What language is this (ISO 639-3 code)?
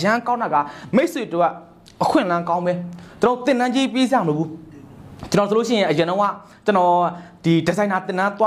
mya